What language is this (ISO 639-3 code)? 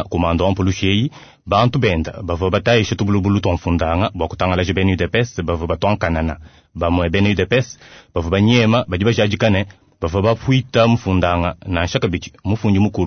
lua